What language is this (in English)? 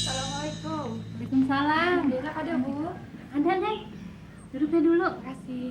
Betawi